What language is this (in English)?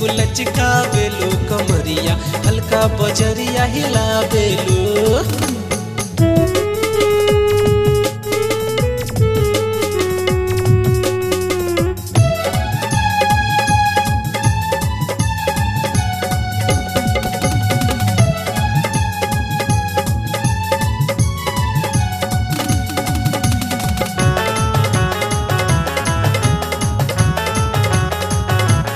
Bhojpuri